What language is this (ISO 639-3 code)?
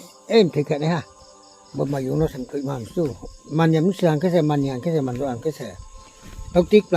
ria